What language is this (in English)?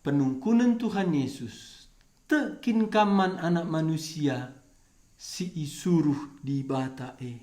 Batak Karo